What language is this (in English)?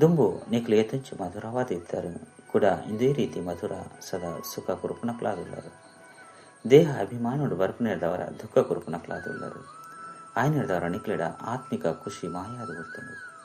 Tulu